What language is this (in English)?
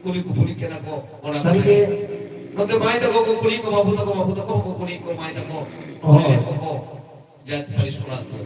Santali